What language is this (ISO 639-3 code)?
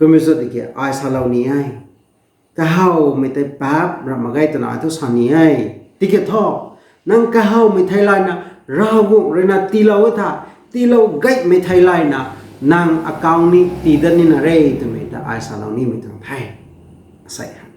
nbu